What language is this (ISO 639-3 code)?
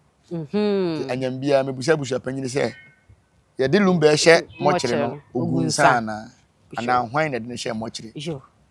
aka